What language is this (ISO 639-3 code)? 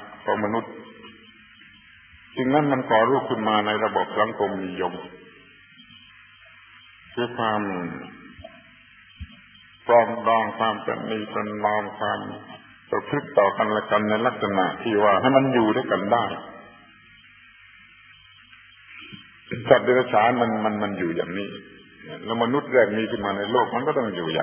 tha